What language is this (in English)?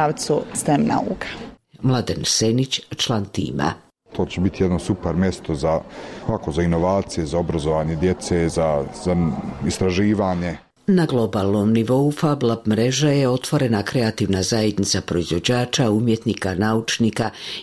Croatian